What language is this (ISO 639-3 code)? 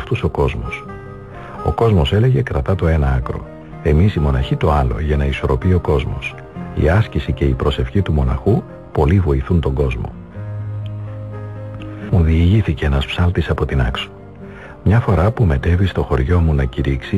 ell